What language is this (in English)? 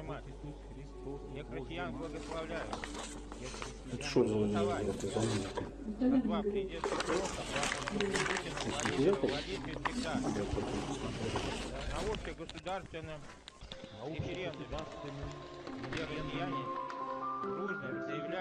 Russian